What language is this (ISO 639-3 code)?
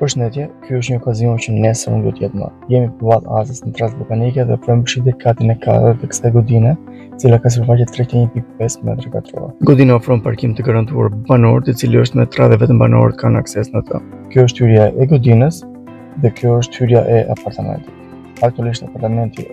sqi